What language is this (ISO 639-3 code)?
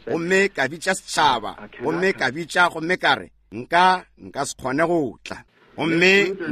nso